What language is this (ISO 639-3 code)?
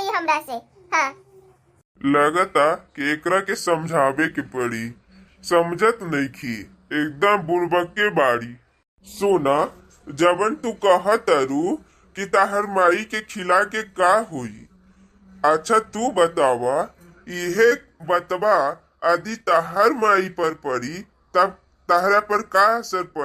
bho